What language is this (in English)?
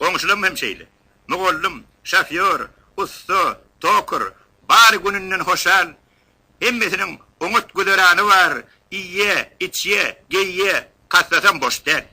Turkmen